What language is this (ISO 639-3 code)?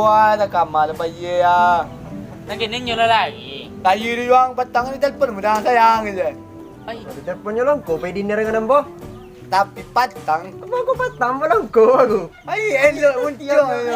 min